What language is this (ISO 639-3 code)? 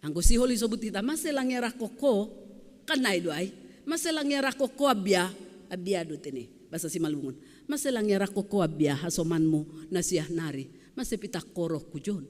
bts